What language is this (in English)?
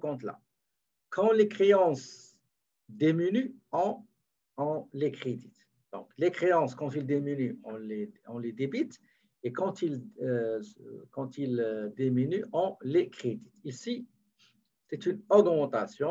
French